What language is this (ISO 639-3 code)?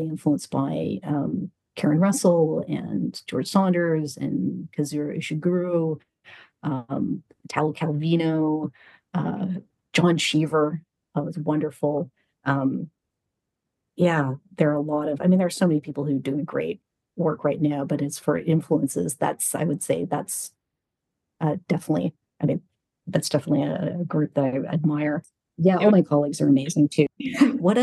eng